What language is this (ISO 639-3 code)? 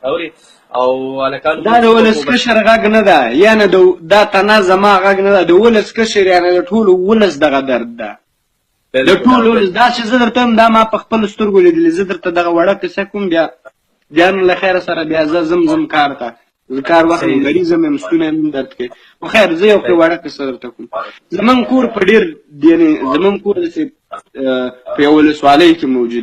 pus